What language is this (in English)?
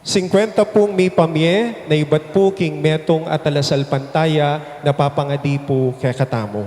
Pampanga